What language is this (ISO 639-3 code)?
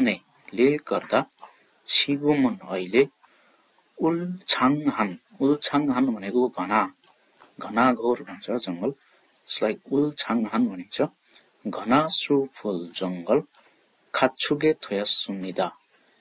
nep